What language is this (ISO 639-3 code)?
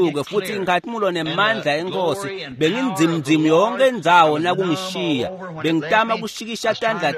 ssw